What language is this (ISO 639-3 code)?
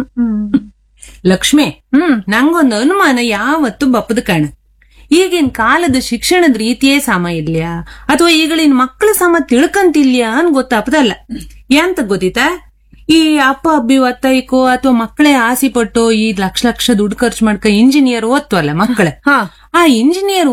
kan